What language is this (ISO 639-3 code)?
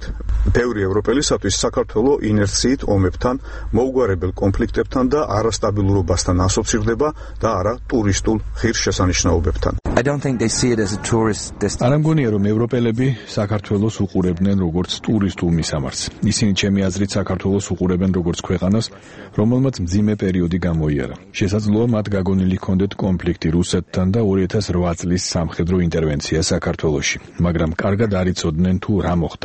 kat